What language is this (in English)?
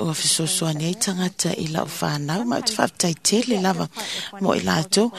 Samoan